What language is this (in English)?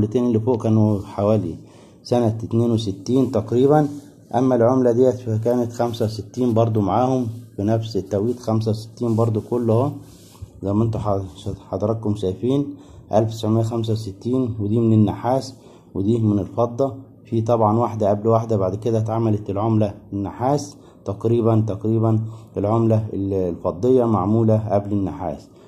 Egyptian Arabic